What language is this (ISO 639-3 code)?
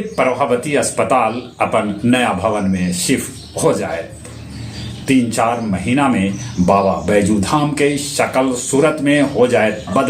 mag